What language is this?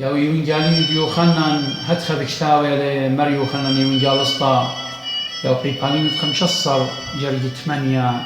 Assyrian Neo-Aramaic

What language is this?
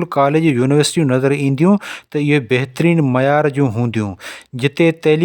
Sindhi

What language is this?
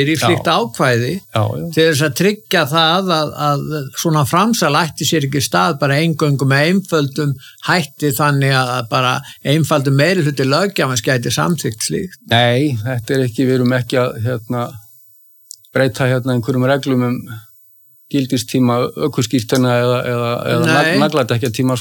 Icelandic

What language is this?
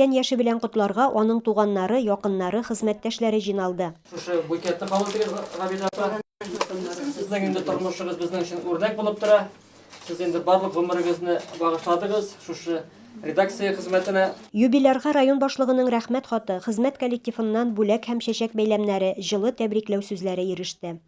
Tatar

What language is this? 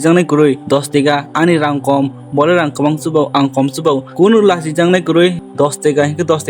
Kok Borok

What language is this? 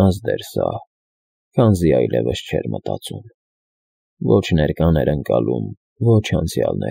Armenian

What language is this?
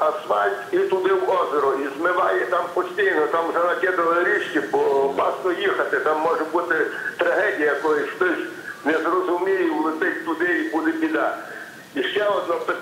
Ukrainian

